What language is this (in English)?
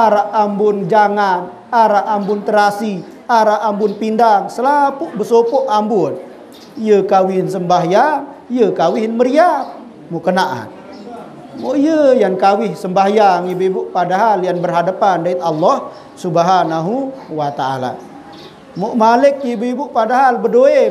Sasak